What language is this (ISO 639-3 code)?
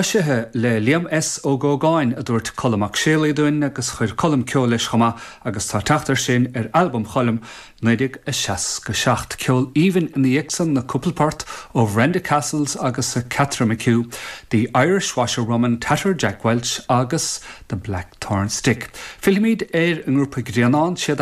gle